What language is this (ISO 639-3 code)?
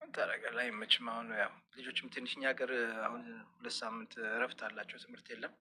amh